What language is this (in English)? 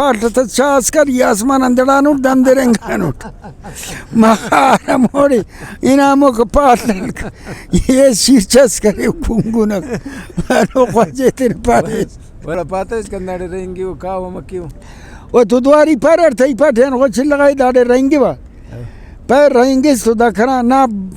Brahui